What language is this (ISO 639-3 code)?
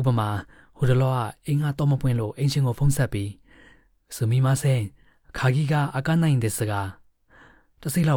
mya